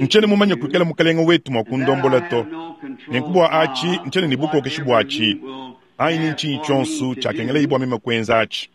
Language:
Luba-Lulua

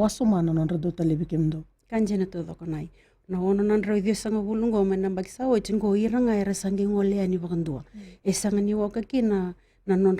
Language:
Fijian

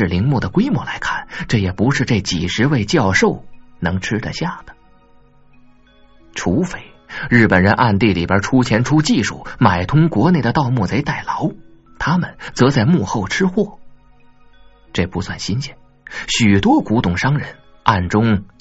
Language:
Chinese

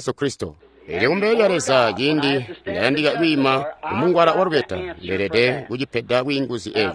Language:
Tonga (Zambia)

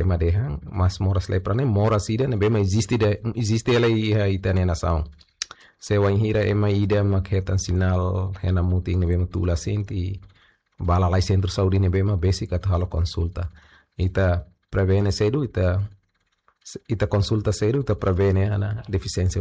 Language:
Tetum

